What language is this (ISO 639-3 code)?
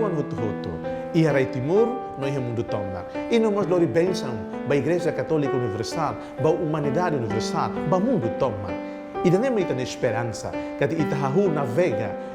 tet